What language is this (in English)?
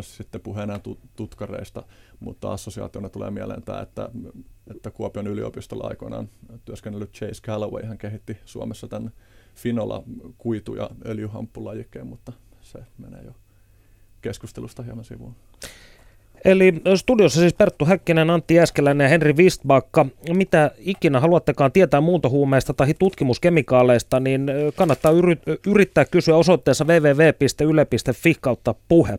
Finnish